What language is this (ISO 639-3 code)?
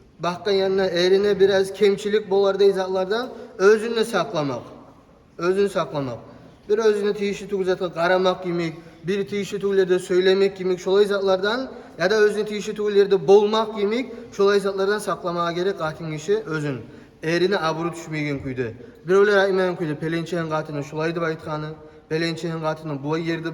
kum